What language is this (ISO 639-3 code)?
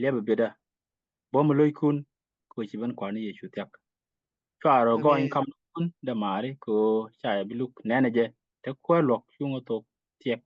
nus